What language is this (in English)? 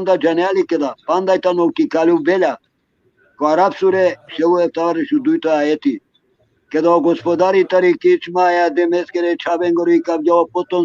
Balkan Romani